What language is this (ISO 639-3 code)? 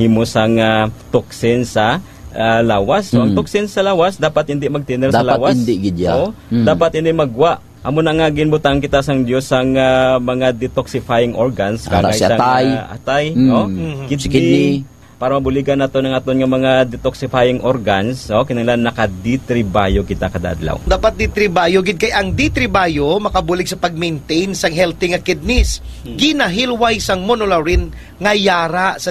hil